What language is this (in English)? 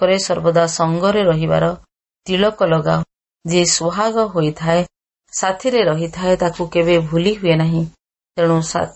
Odia